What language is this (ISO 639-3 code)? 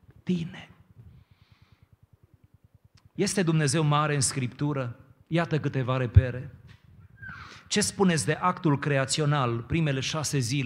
ron